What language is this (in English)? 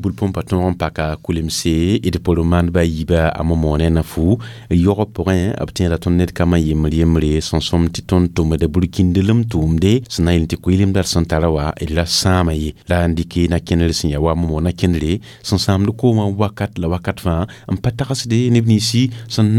Mossi